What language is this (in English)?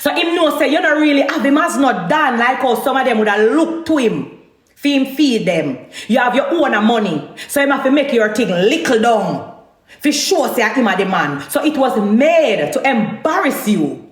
Jamaican Creole English